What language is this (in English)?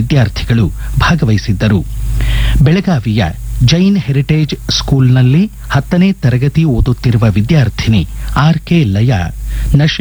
Kannada